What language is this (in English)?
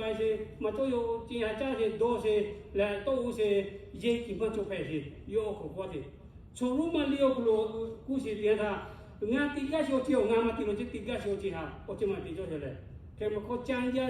Lahu